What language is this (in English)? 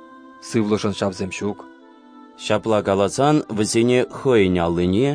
Chuvash